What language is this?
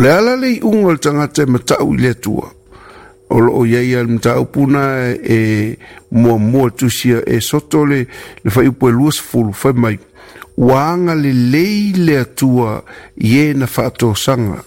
Samoan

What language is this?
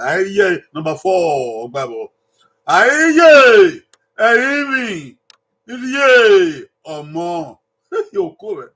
Bini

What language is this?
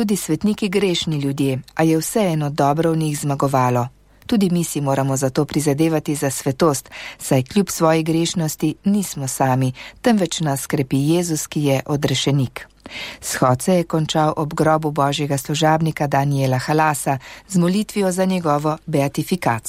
Slovenian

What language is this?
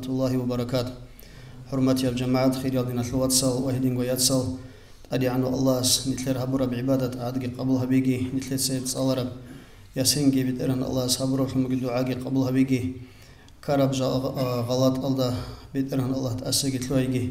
Avaric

